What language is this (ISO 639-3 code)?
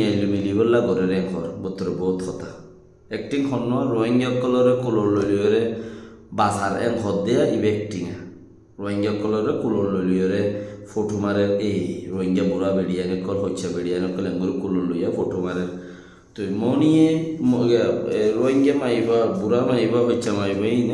rhg